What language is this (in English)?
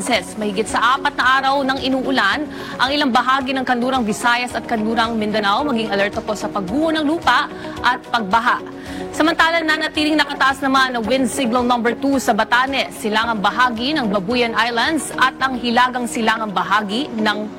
Filipino